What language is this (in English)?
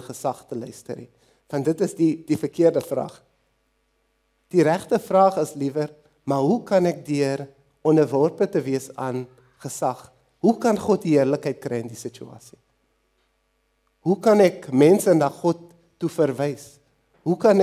Afrikaans